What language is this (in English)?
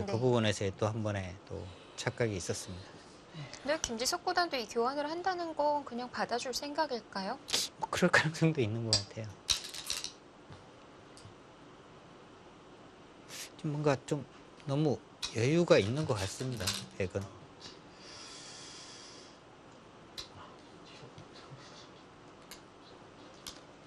Korean